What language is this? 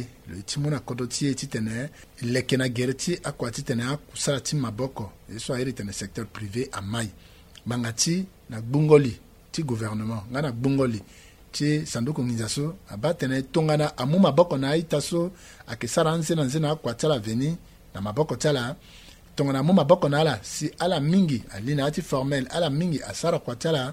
Sango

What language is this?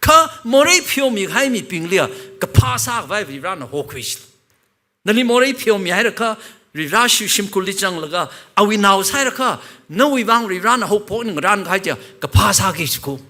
Tangkhul Naga (India)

